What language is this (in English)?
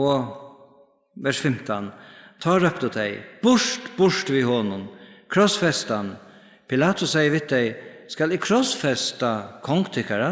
Faroese